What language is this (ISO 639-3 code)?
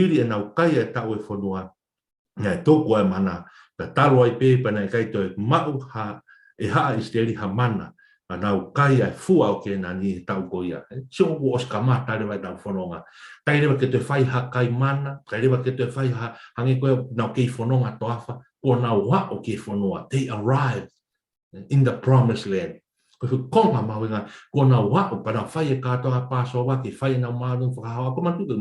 ton